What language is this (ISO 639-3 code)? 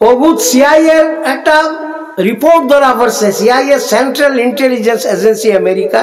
syl